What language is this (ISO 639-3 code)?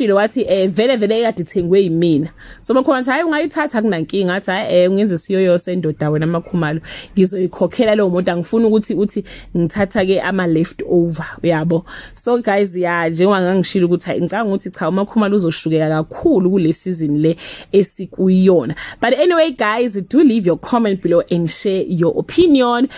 zul